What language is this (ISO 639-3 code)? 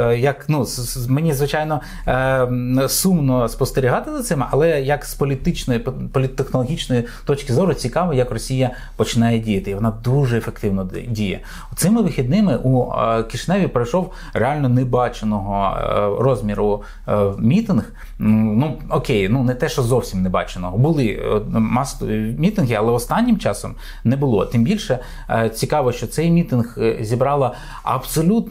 ukr